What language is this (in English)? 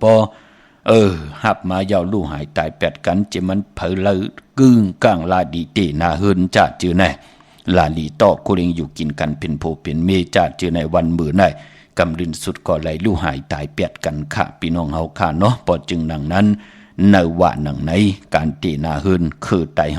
Shan